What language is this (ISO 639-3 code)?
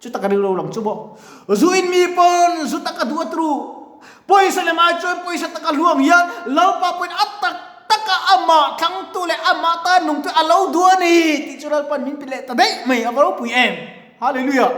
lus